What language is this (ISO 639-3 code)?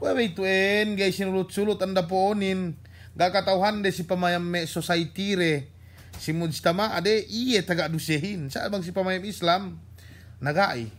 yka